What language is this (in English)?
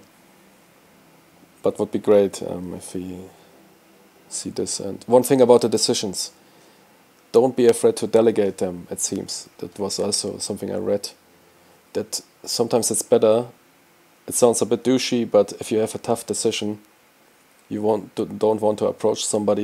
English